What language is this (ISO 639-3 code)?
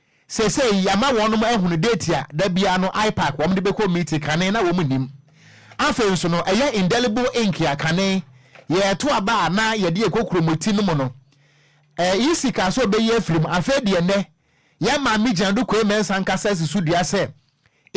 aka